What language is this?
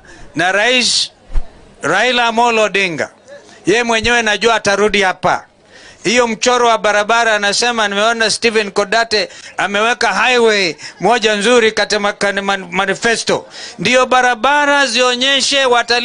Swahili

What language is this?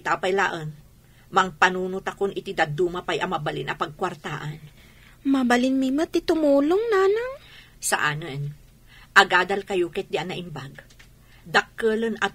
Iloko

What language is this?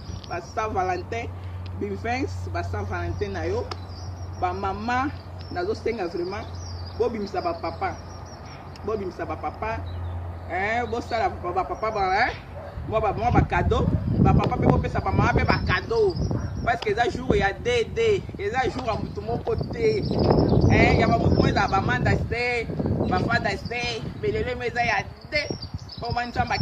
Lingala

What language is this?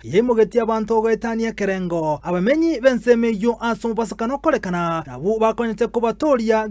Gusii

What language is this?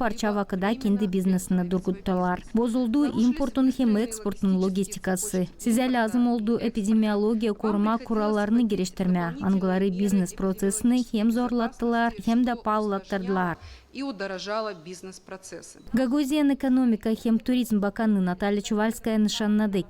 Gagauz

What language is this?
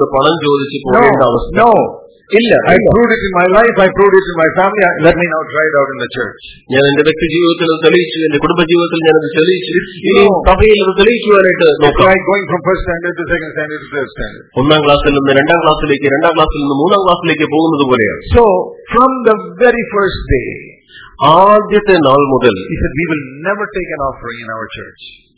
Malayalam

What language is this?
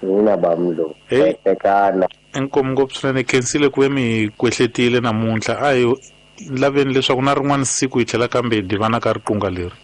Tsonga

